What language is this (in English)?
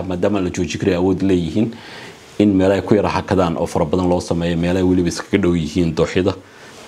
Somali